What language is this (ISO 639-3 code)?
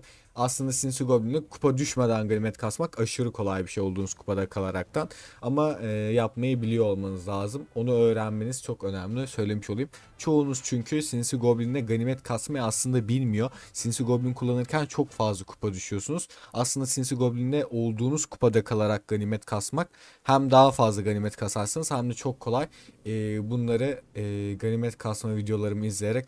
tur